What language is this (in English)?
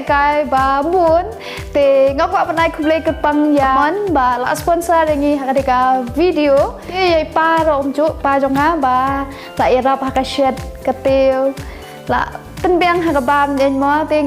Khasi